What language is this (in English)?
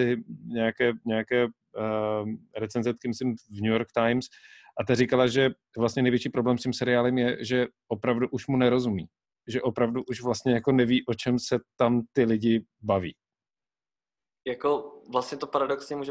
Czech